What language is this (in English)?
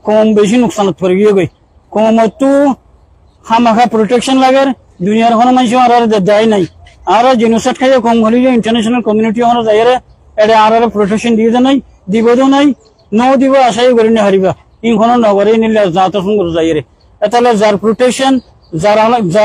Rohingya